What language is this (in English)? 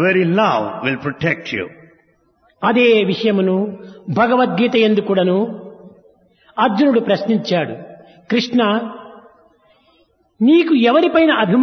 Telugu